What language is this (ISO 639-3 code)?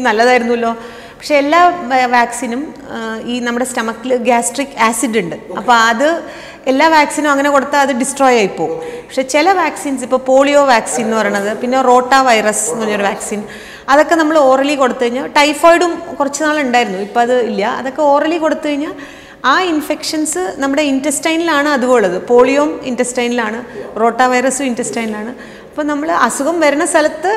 mal